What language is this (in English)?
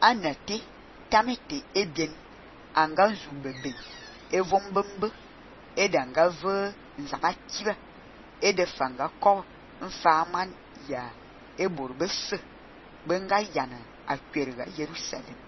Fang